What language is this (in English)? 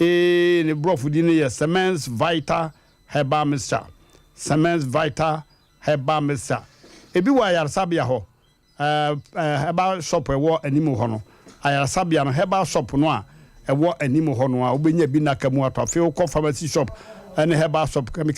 Akan